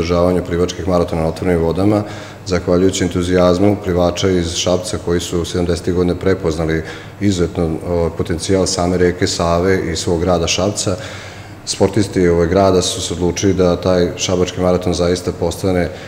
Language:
Serbian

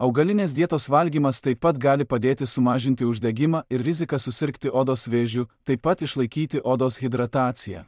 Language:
Lithuanian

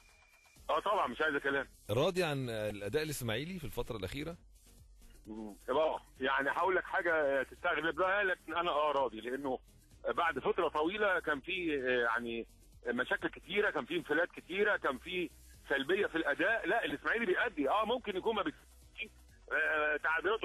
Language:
Egyptian Arabic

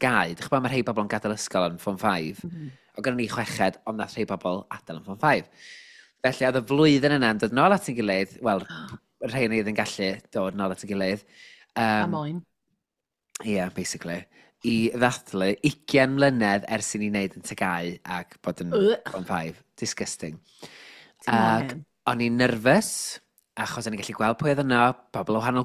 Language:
Welsh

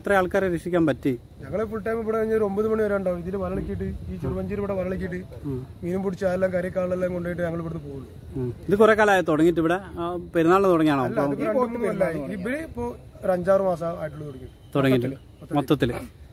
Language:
Malayalam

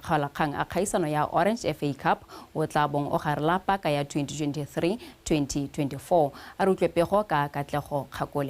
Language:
Tswana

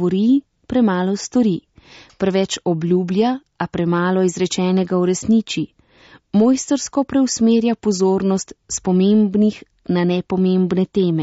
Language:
Slovenian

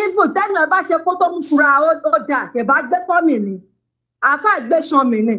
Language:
Yoruba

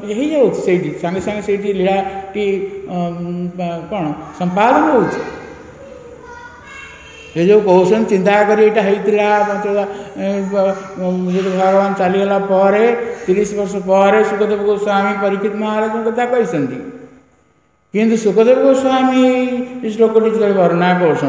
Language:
Odia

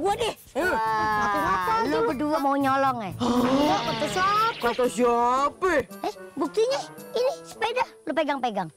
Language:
Betawi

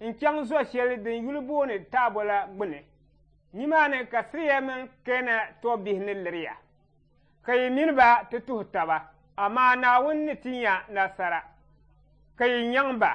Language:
Dagbani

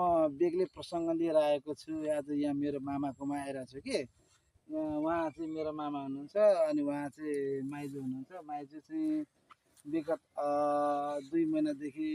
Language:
Nepali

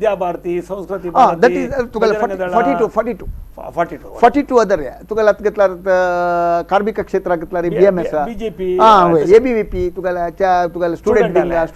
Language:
Konkani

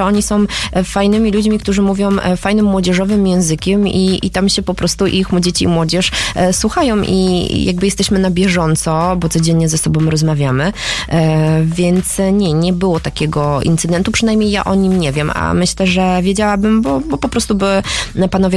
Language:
Polish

